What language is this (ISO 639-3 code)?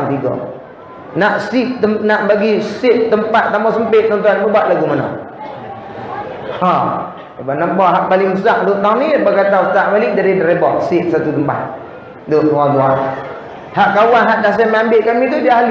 msa